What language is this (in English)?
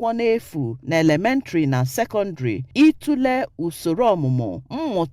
Igbo